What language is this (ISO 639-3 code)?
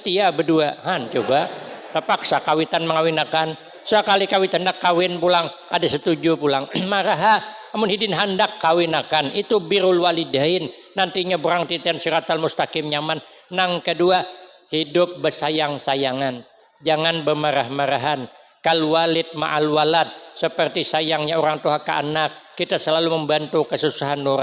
bjn